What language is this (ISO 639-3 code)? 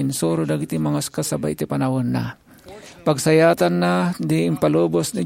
ilo